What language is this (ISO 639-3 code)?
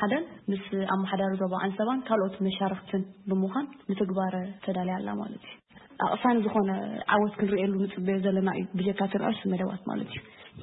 tir